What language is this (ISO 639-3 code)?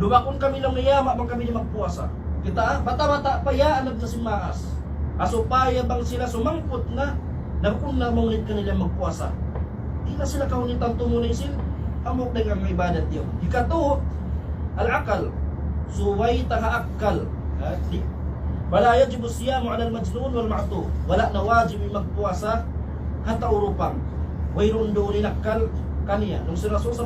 tsg